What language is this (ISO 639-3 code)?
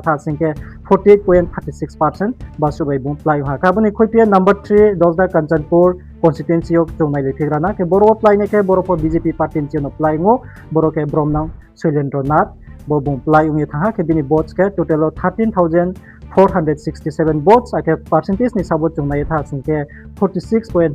ria